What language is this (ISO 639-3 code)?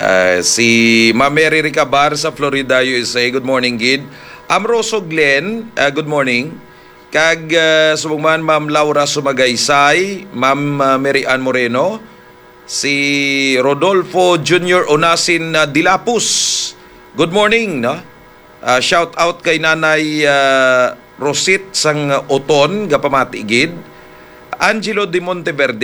hil